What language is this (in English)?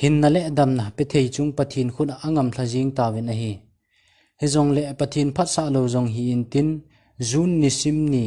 Thado Chin